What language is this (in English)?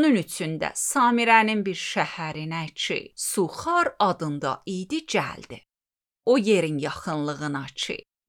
Azerbaijani